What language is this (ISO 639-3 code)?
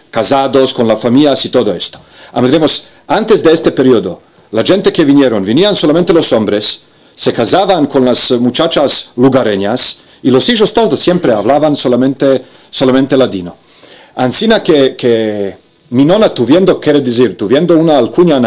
lad